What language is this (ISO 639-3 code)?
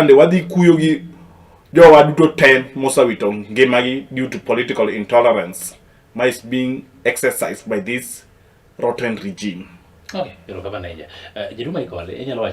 luo